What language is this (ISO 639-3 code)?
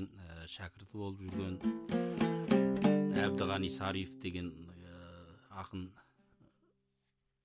kaz